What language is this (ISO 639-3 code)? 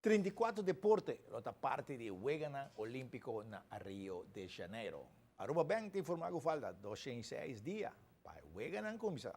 pap